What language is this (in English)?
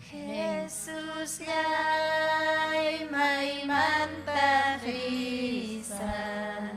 Ayacucho Quechua